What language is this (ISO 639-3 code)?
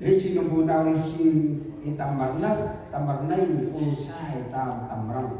cmo